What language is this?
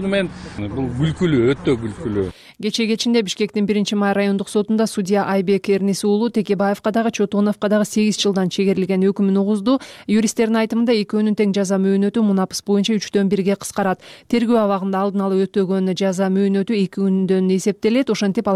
Kyrgyz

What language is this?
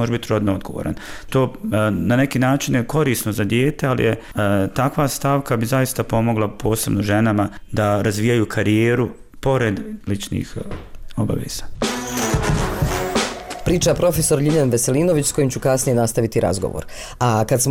Bosnian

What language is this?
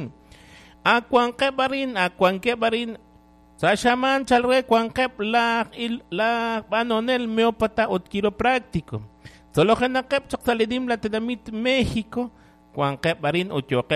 Kekchí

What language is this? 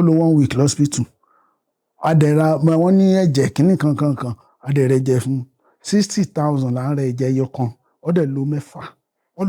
Yoruba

